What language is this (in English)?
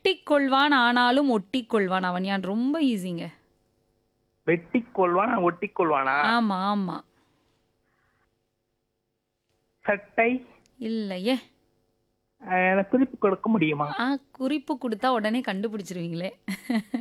Tamil